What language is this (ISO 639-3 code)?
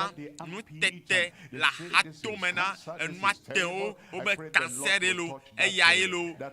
ewe